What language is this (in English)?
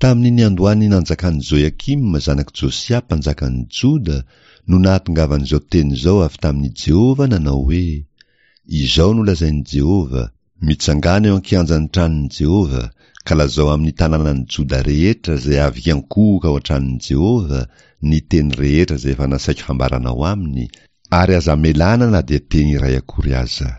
Malagasy